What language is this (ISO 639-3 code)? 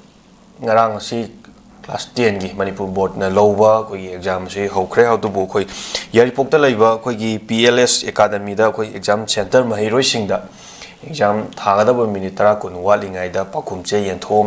mni